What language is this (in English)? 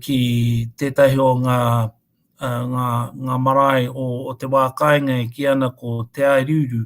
Māori